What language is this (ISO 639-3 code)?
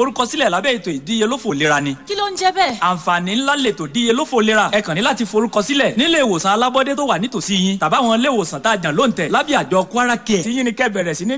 yor